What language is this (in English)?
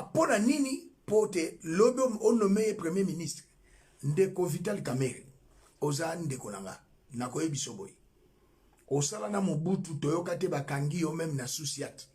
Lingala